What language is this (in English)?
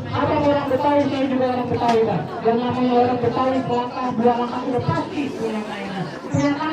Betawi